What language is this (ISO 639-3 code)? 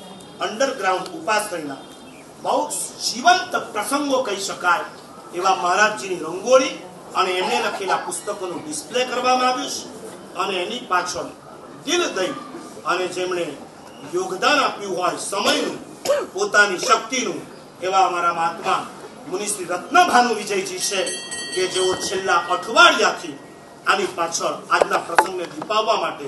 guj